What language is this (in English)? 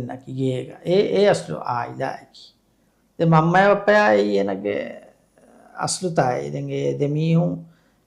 Divehi